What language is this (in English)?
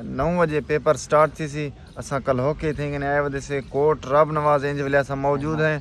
Saraiki